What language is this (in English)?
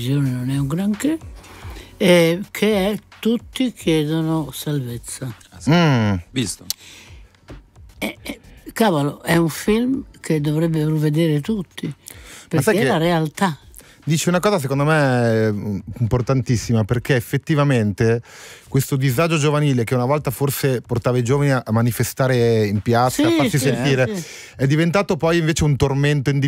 Italian